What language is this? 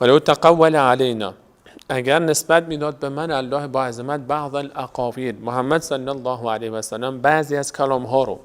Persian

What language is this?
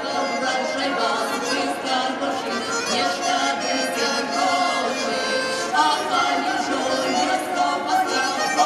Ukrainian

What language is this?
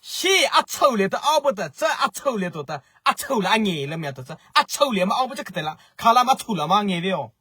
Mara Chin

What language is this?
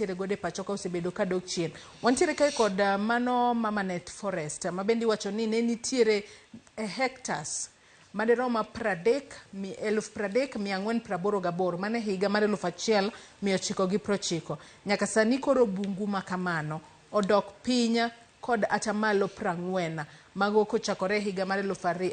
Luo (Kenya and Tanzania)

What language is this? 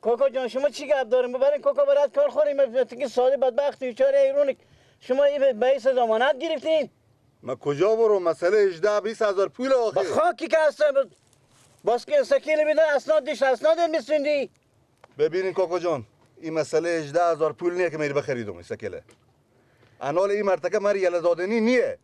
Persian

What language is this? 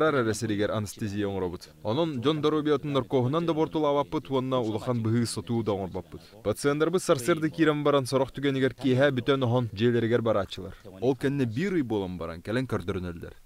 Yakut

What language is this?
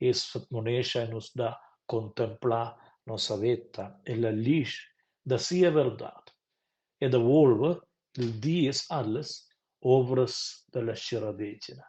Romansh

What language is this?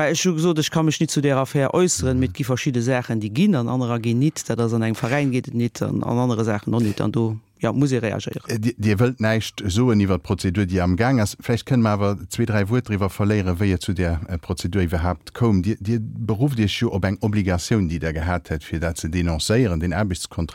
Luxembourgish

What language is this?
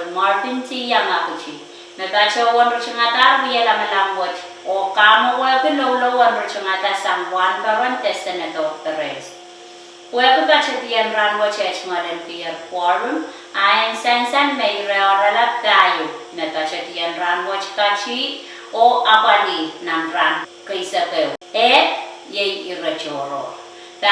Pohnpeian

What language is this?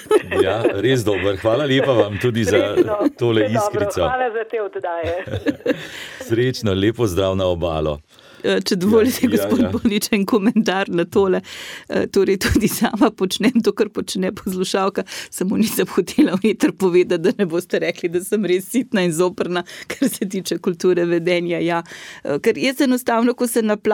Slovenian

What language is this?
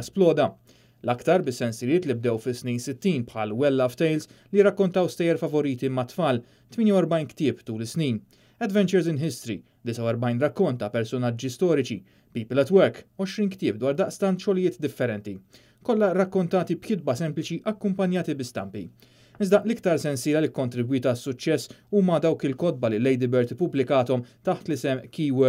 Maltese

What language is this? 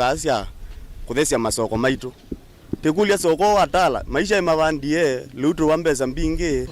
Kamba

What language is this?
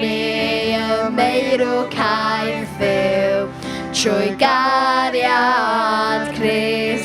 Welsh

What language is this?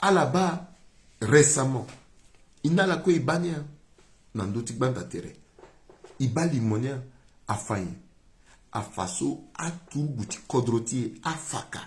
Sango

